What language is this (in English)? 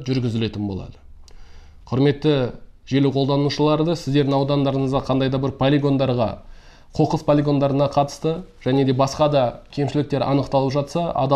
Kazakh